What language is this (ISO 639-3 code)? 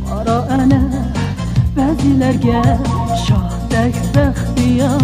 uig